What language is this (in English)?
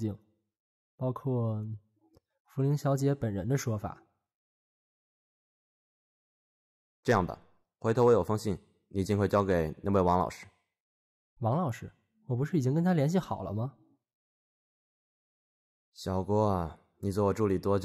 Chinese